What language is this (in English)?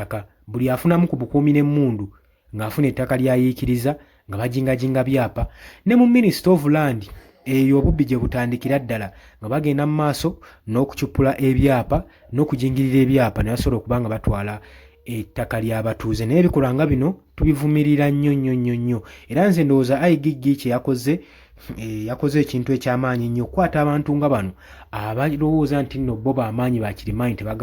Ganda